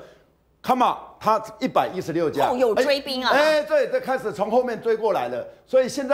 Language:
Chinese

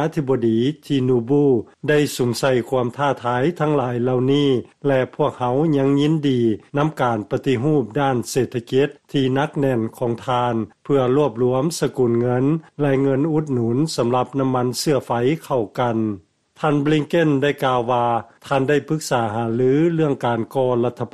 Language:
Lao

